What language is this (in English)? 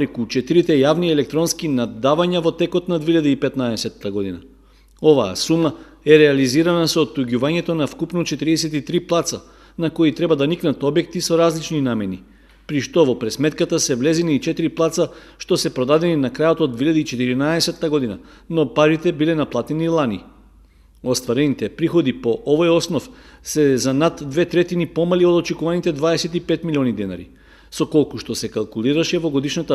Macedonian